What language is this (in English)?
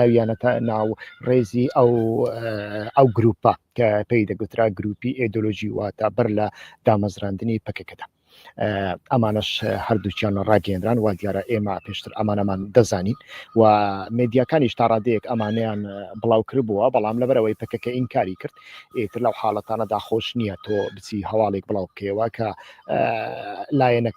Central Kurdish